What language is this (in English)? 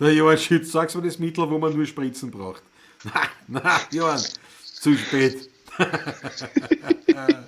Bavarian